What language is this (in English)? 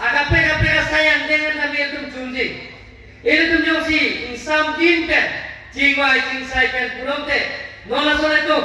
Karbi